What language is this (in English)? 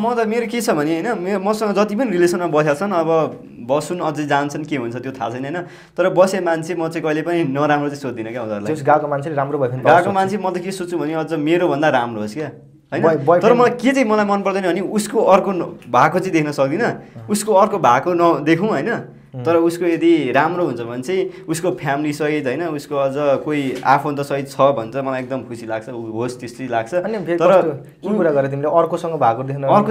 Nepali